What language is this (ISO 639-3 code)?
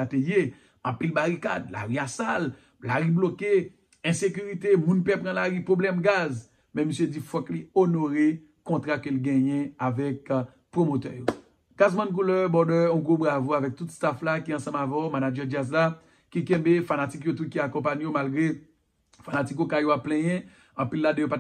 hat